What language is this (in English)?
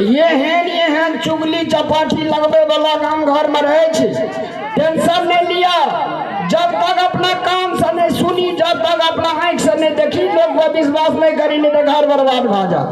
Maithili